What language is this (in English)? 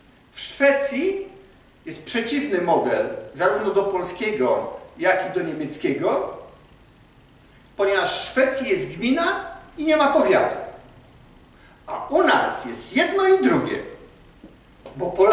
Polish